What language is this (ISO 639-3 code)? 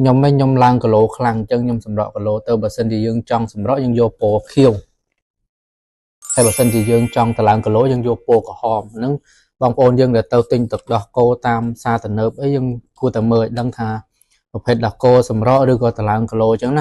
khm